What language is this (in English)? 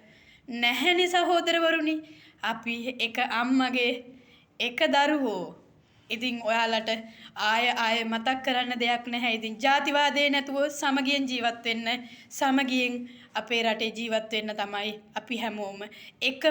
Sinhala